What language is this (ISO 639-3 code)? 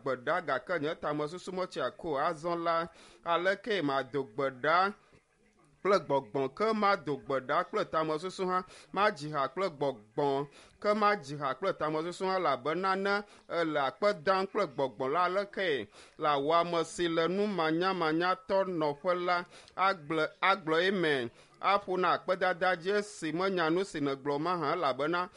ewe